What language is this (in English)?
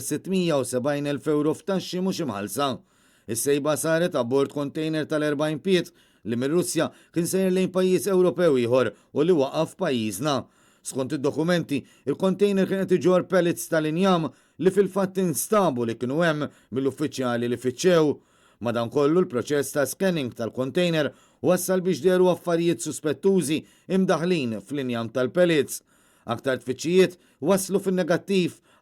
Maltese